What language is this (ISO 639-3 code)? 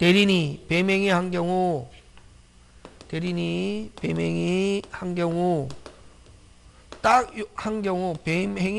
kor